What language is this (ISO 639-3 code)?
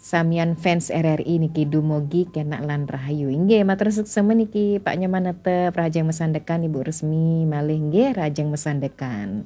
ban